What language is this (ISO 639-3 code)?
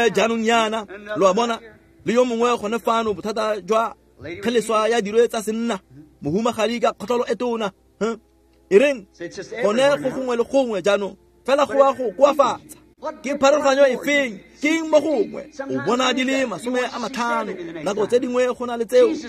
tsn